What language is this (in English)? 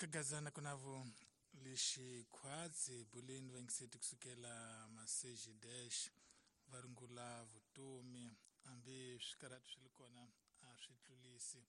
Tsonga